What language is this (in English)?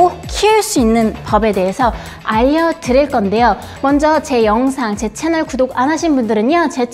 Korean